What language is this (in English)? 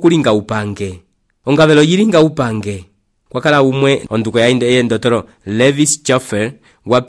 Umbundu